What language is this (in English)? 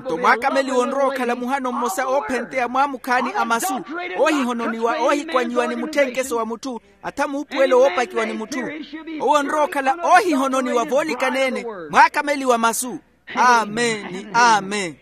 Makhuwa